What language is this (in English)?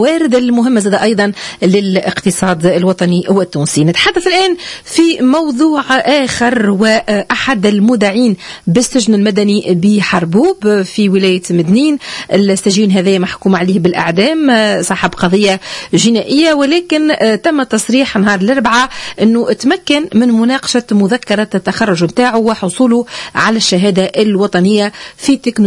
Tunisian Arabic